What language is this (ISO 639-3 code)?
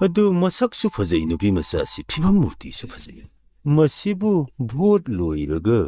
mni